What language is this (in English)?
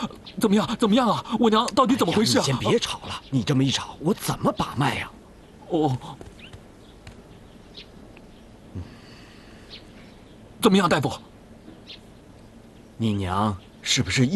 Chinese